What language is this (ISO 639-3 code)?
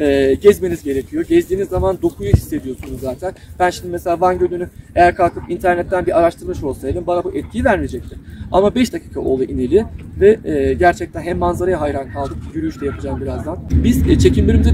tur